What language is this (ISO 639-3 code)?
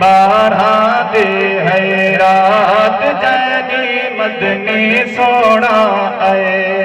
skr